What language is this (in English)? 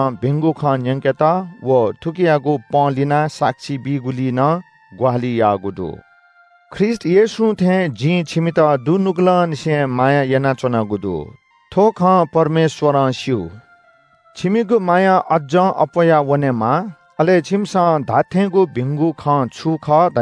Newari